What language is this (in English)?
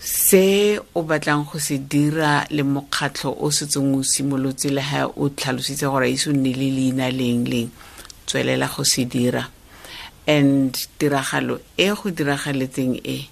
Tswana